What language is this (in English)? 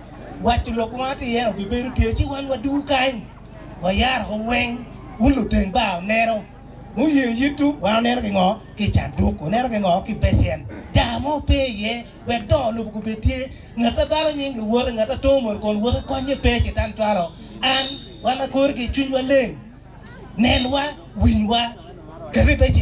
Acoli